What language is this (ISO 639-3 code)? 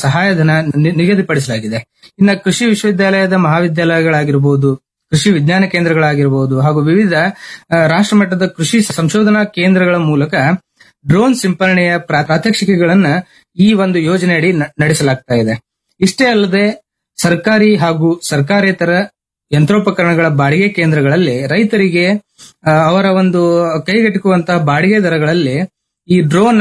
kan